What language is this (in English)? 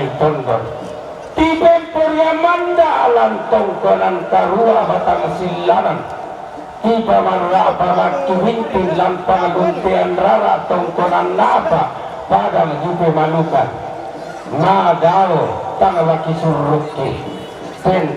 Toraja-Sa'dan